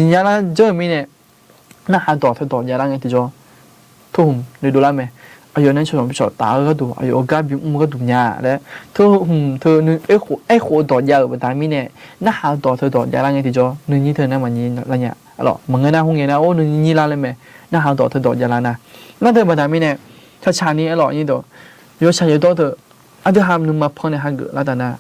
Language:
Akha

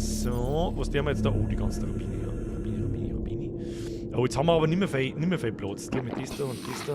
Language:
Bavarian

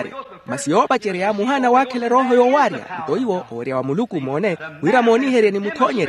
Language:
Makhuwa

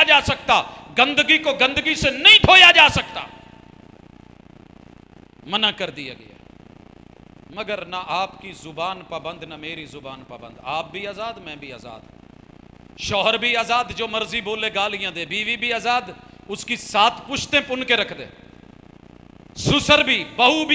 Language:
Urdu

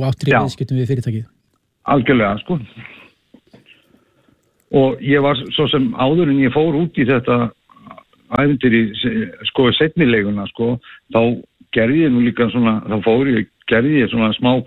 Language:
Icelandic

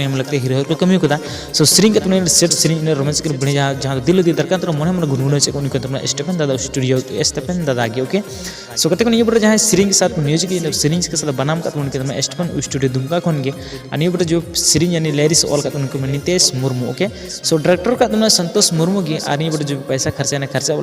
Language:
Santali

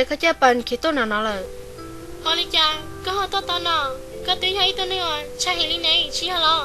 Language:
Hmong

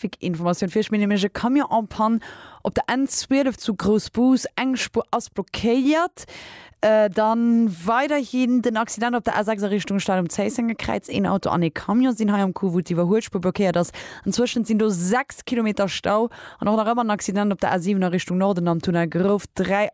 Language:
Luxembourgish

